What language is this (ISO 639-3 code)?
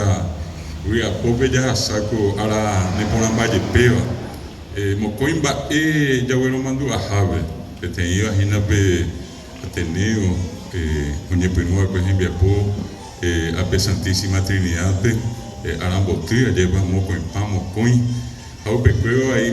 grn